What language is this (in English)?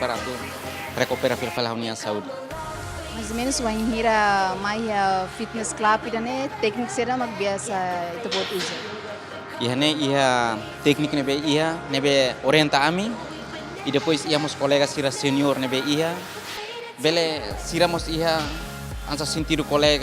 Tetum